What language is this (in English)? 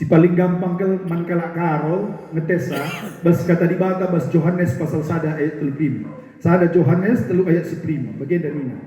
Batak Karo